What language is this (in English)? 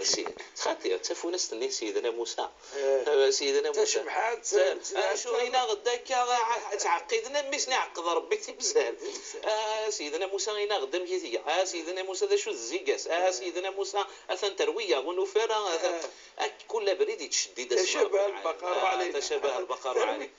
Moroccan Arabic